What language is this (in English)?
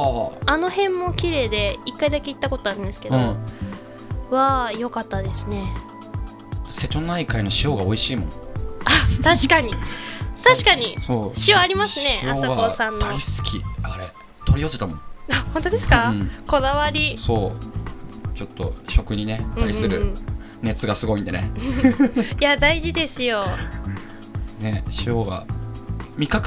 Japanese